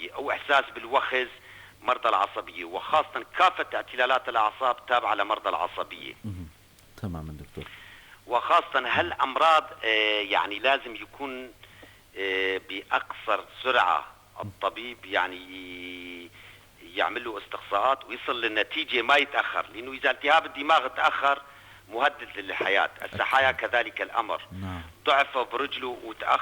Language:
North Levantine Arabic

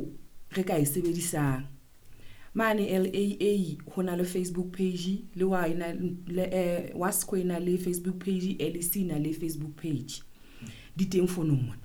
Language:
Southern Sotho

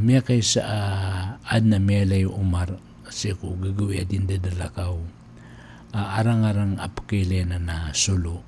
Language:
Maranao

